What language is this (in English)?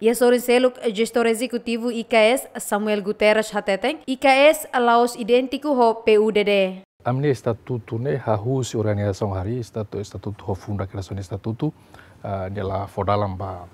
Tetum